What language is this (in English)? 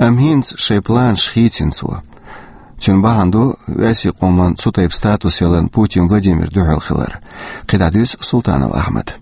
Chechen